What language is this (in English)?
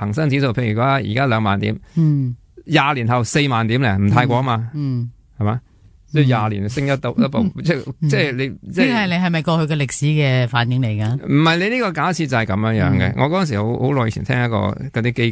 Cantonese